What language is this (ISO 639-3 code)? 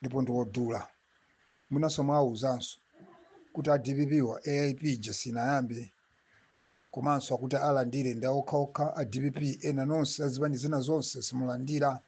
nya